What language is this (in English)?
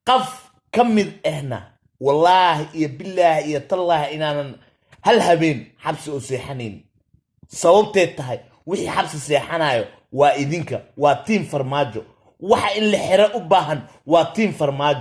Somali